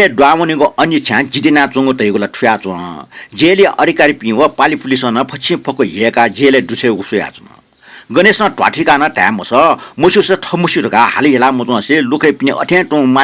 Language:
Newari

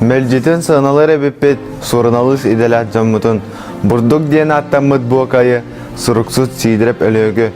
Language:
Yakut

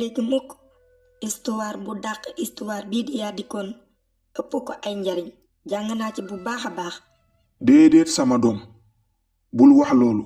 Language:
Wolof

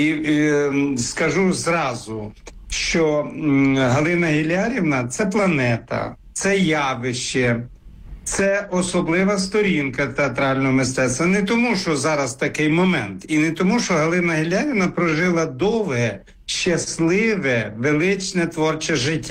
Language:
Ukrainian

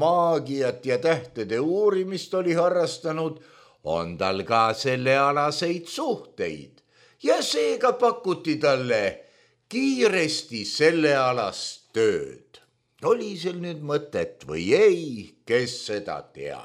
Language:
Estonian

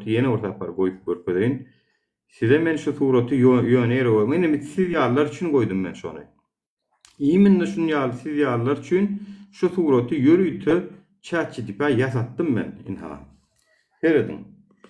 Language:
Turkmen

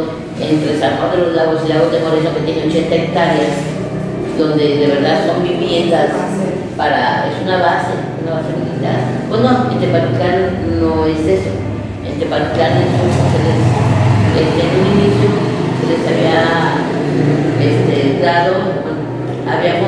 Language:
Spanish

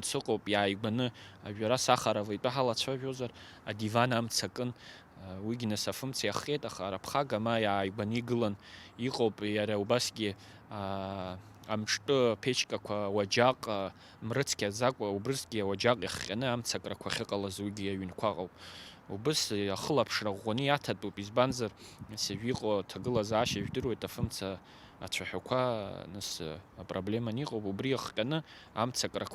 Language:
Abkhazian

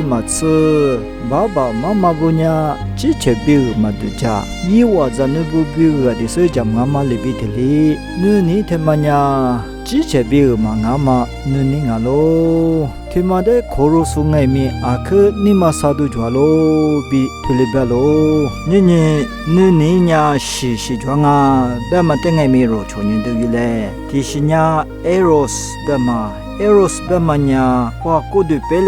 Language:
Lisu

